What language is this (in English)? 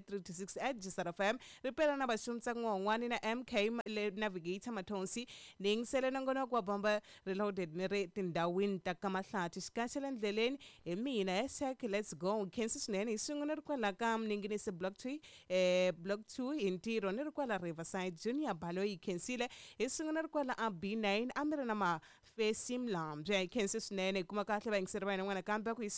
Tsonga